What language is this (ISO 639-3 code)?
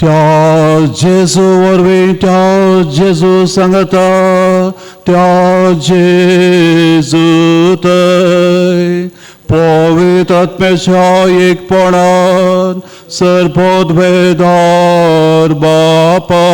kok